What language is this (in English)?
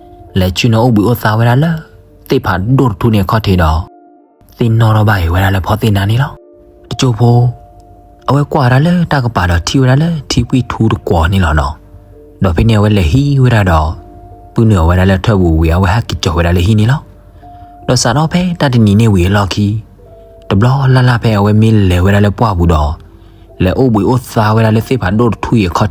S'gaw Karen